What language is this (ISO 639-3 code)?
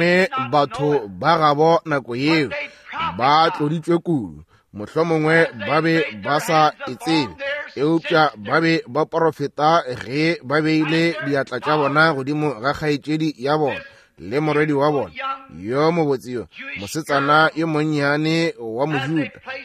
nso